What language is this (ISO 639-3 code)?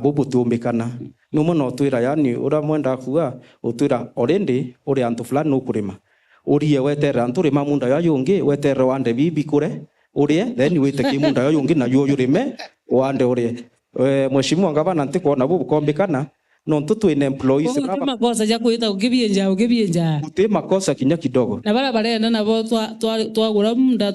mer